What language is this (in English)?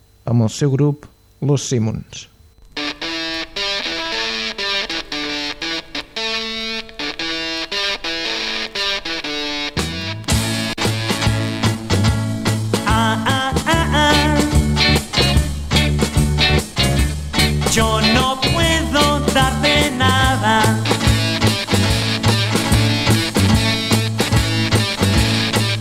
Catalan